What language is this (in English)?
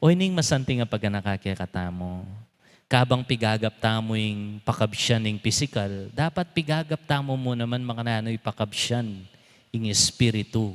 Pampanga